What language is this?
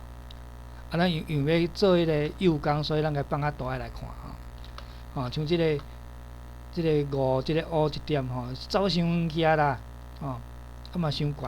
Min Nan Chinese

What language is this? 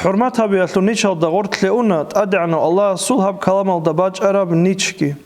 Avaric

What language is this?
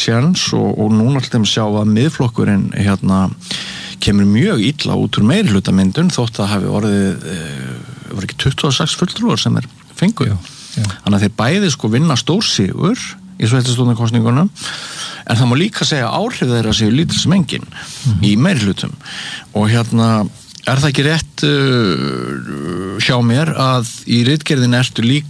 Icelandic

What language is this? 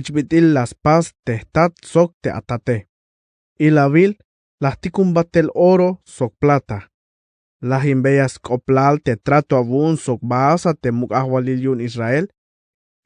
Tzeltal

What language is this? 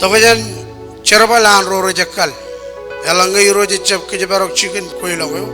Marshallese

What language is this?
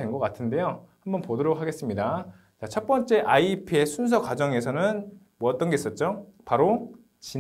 Korean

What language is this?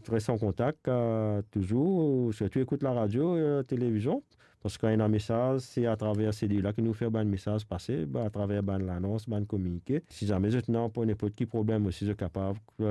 Morisyen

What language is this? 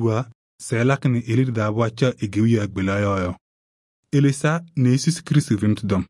Kabiyè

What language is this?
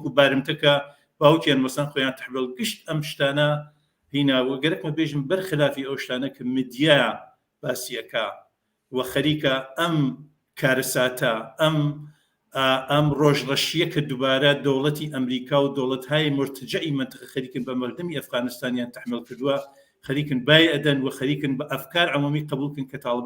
Central Kurdish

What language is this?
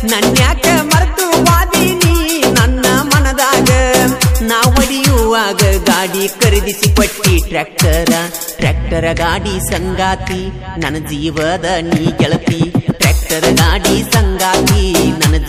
Kannada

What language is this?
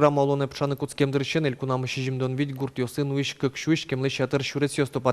Udmurt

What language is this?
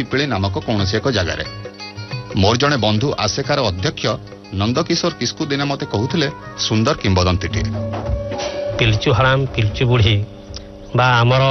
Odia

